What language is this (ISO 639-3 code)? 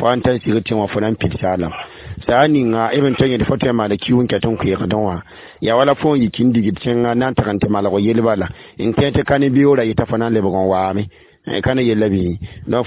mos